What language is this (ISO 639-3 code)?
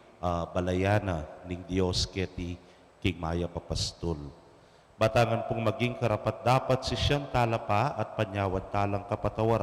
pam